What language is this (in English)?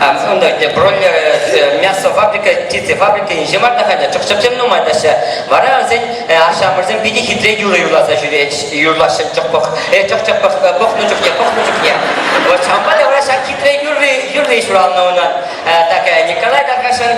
Chuvash